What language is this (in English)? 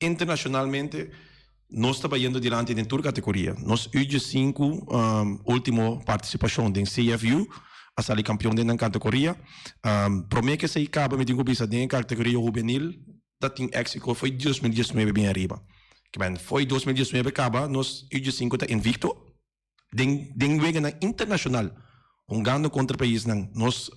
Papiamento